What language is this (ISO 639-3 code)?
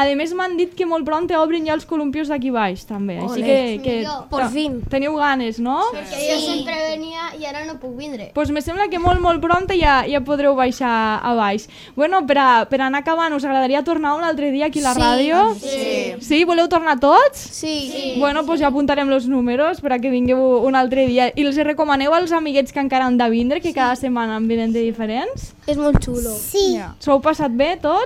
cat